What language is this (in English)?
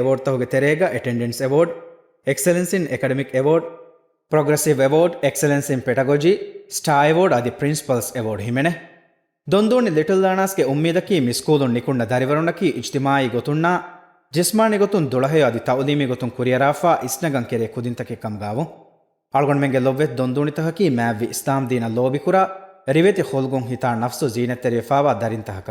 Divehi